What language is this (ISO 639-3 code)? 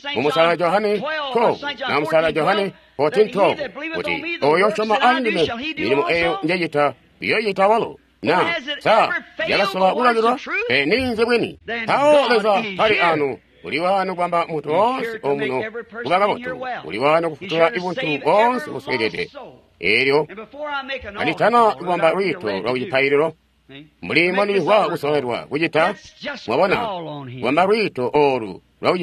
toi